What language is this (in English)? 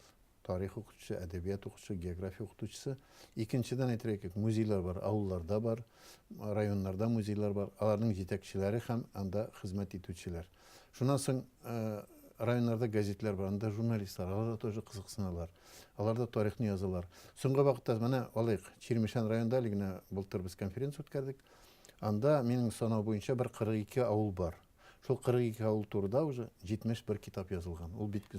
Tatar